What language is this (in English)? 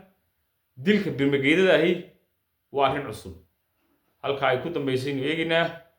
Somali